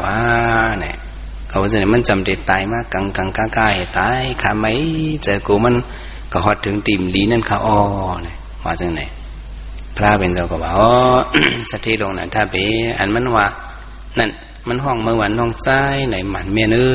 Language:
Shan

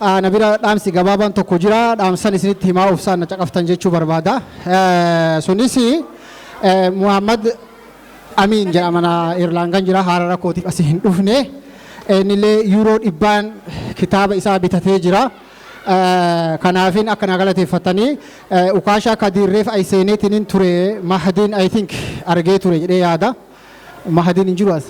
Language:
Oromo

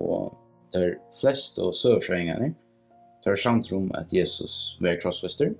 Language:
Faroese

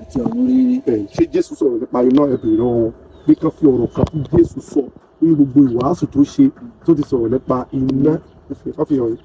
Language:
Yoruba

